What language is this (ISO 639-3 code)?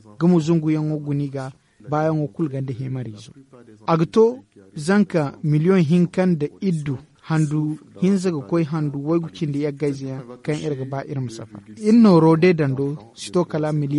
dje